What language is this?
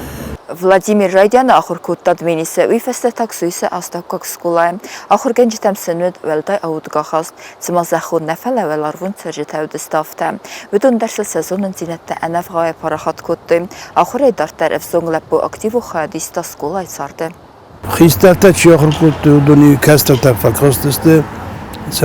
Ossetic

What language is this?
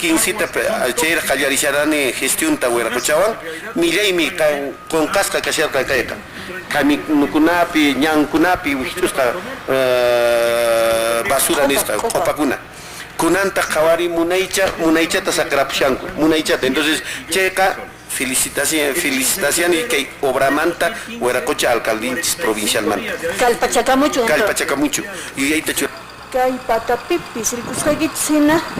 Quechua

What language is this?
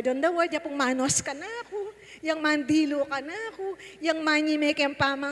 Pampanga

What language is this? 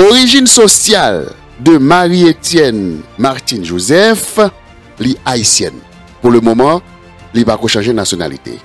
Haitian Creole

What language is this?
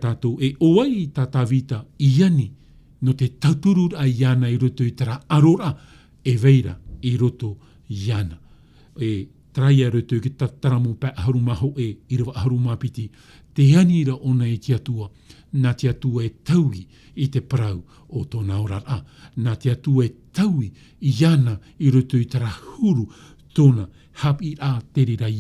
Tahitian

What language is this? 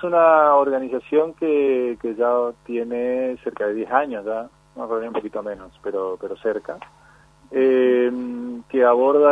Spanish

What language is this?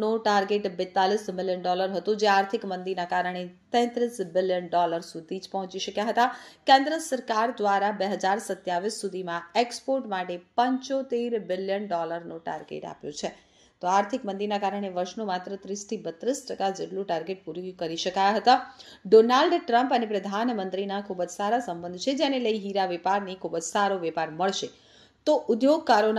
Gujarati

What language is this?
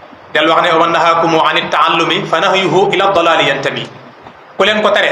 Wolof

